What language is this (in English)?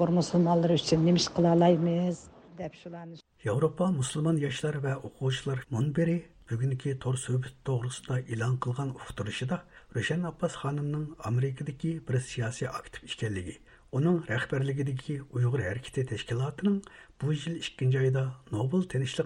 Uyghur